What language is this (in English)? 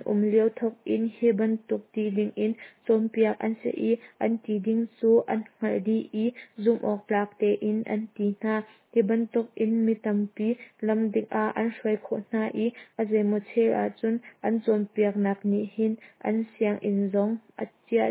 Hakha Chin